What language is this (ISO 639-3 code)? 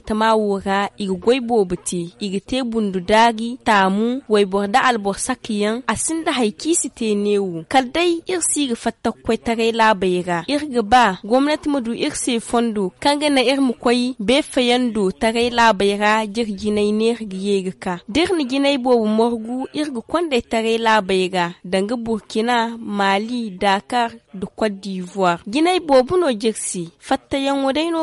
dje